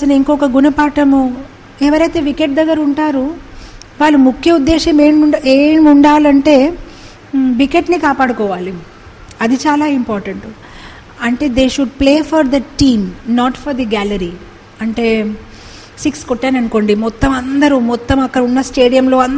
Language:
Telugu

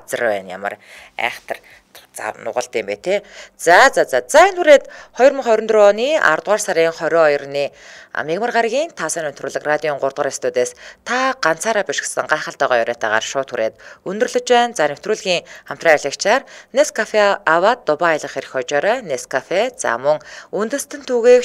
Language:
Mongolian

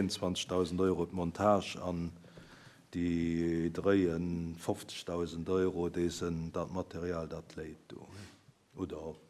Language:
Luxembourgish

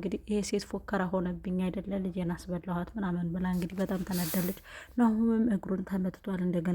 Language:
Amharic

